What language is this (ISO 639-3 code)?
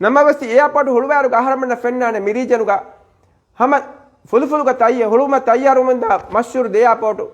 div